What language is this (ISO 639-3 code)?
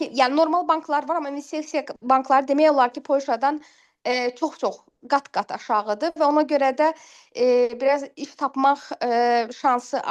aze